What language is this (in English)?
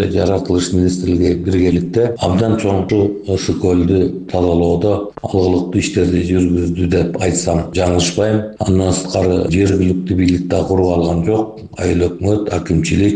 Kyrgyz